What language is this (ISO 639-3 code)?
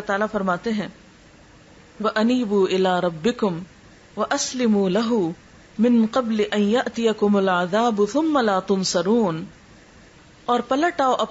urd